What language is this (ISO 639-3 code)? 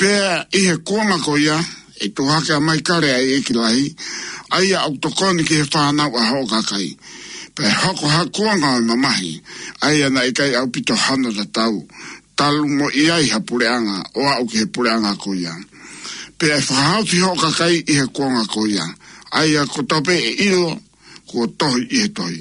ton